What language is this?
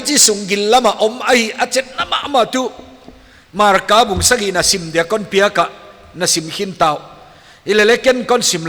Paite Chin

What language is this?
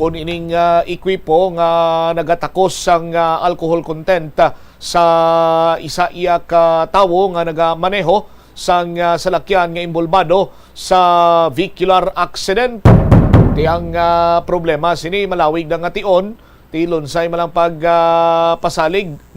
Hiligaynon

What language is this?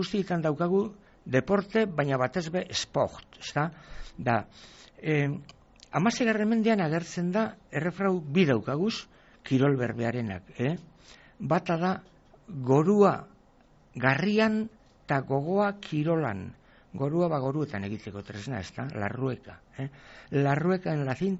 Basque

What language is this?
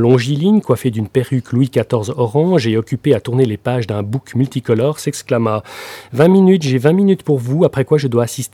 French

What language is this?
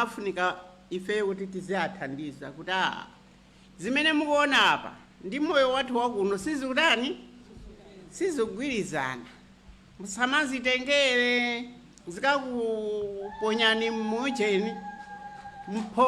Nyanja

